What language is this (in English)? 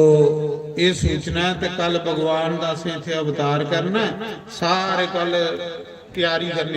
Dogri